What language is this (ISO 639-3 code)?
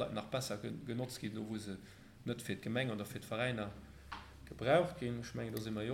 ltz